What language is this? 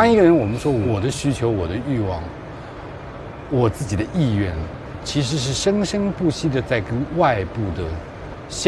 Chinese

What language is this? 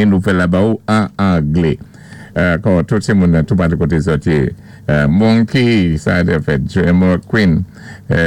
Saint Lucian Creole French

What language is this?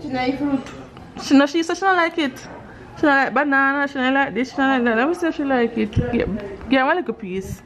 Jamaican Creole English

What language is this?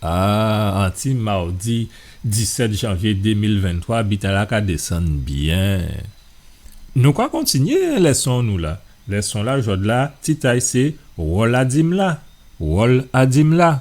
Guadeloupean Creole French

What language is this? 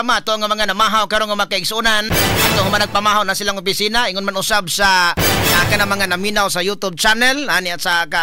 Cebuano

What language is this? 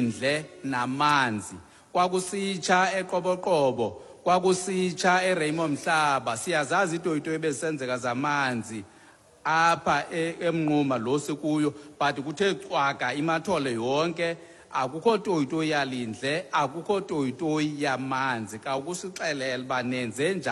Xhosa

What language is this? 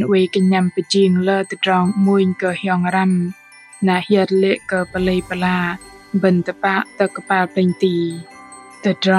Bahnar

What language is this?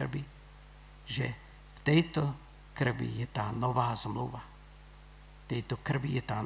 Slovak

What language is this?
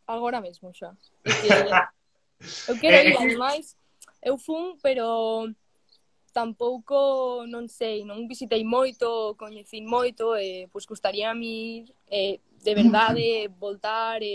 Galician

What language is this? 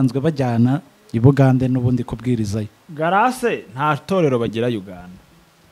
Kinyarwanda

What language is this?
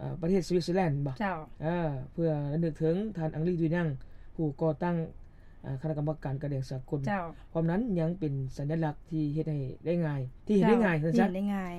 Lao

